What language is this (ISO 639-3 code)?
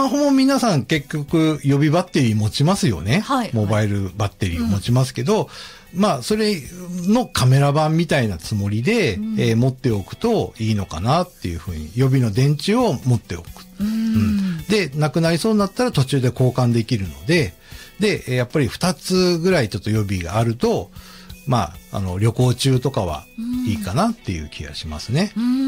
jpn